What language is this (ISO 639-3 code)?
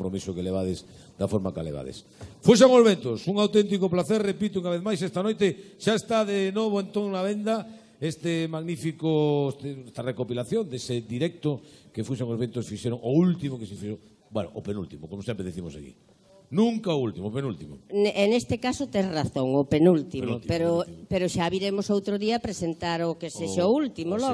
glg